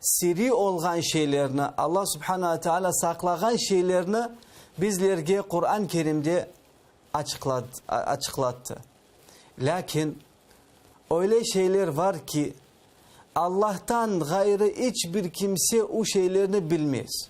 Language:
Crimean Tatar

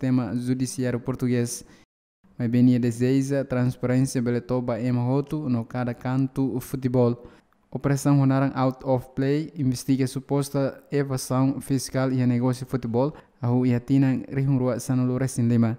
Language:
Tetum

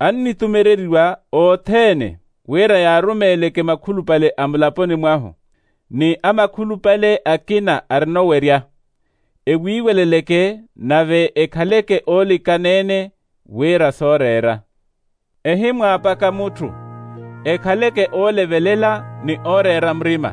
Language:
Makhuwa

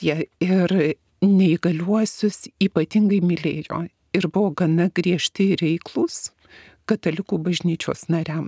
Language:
Lithuanian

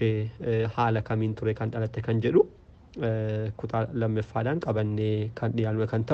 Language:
Oromo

